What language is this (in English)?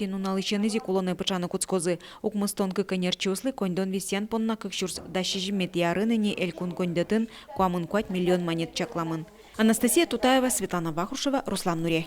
Udmurt